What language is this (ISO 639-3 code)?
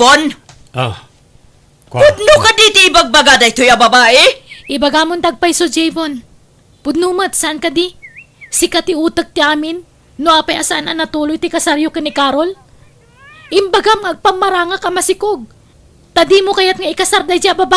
ilo